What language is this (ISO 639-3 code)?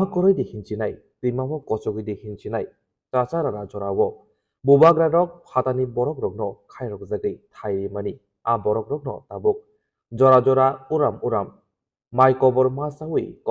trp